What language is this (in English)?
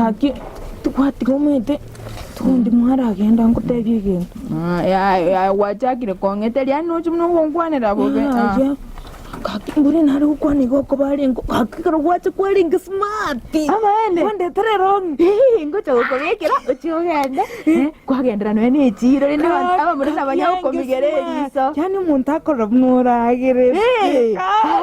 Gusii